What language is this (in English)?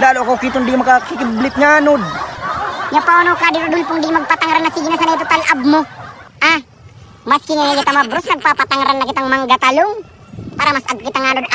Bikol